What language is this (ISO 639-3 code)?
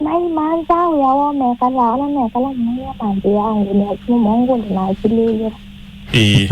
kam